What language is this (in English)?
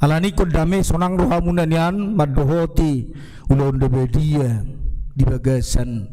Batak Toba